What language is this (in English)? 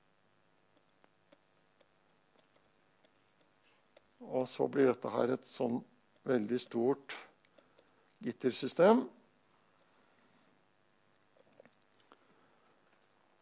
Norwegian